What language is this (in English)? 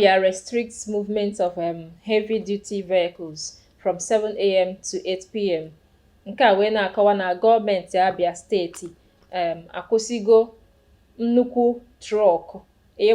Igbo